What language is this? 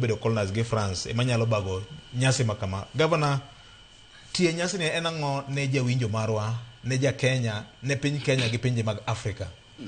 Luo (Kenya and Tanzania)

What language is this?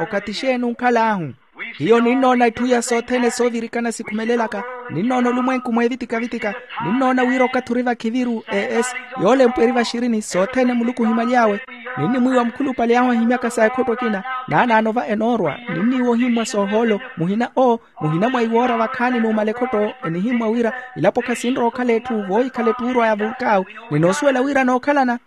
Makhuwa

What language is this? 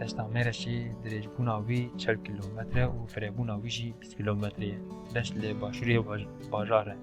Kurdish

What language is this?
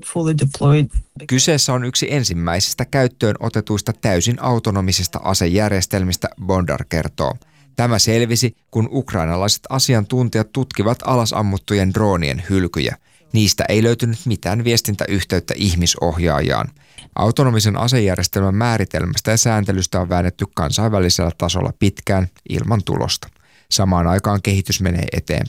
Finnish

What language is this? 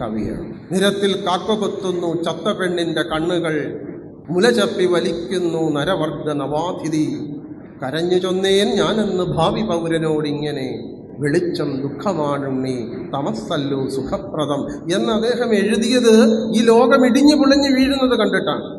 Malayalam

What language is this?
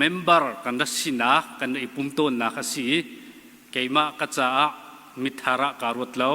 Hakha Chin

